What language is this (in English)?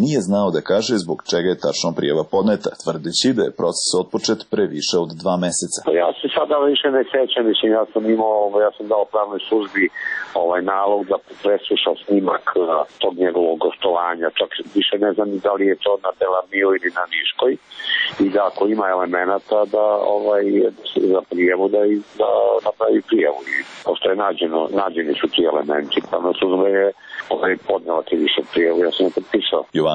Serbian